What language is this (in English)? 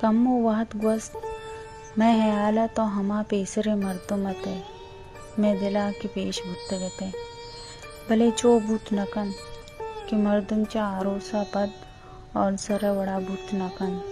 Baluchi